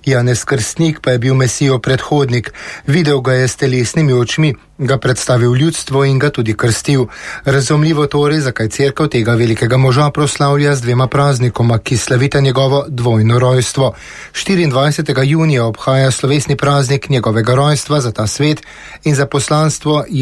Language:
Slovenian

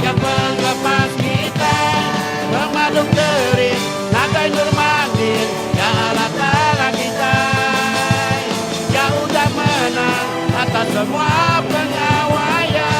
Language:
Iban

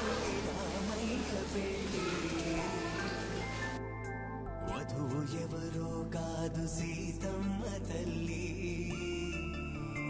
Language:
Telugu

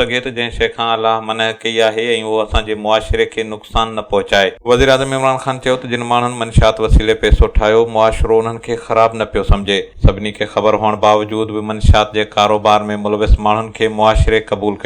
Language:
Sindhi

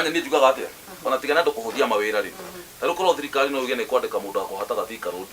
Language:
Kikuyu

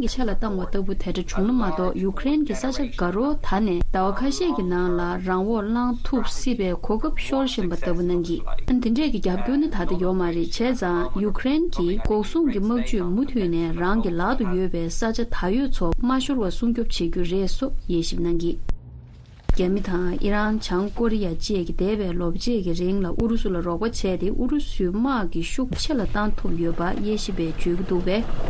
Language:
Tibetan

